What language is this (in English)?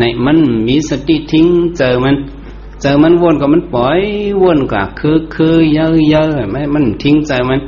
Shan